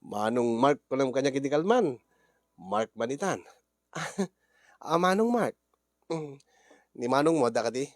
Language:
Iloko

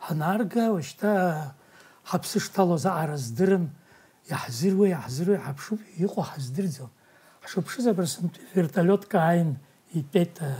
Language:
Abkhazian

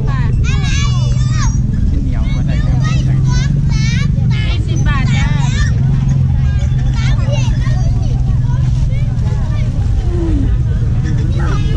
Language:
Thai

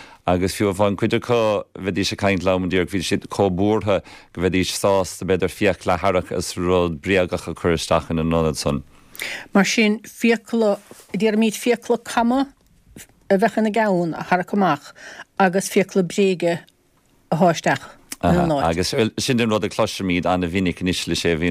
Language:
Irish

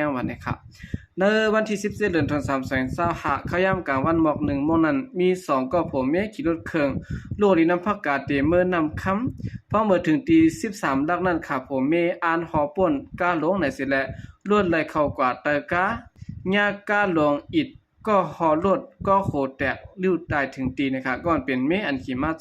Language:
Shan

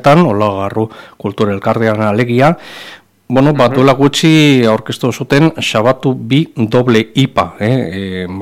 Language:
Basque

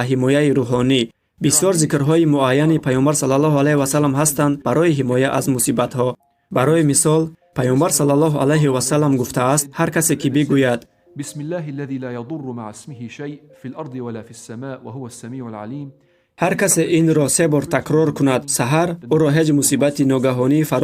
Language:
Tajik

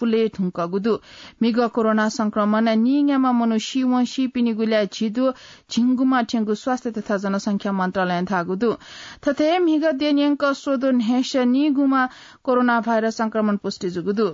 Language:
Newari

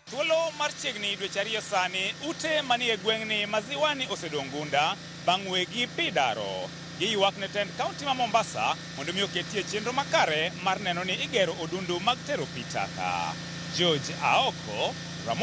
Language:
Luo (Kenya and Tanzania)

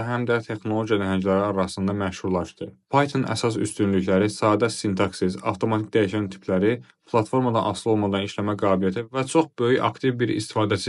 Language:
Azerbaijani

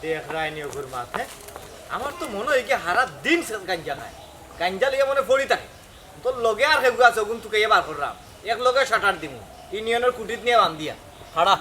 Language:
Sylheti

